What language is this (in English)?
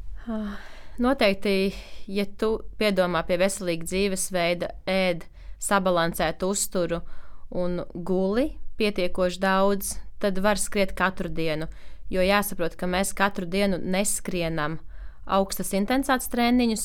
Latvian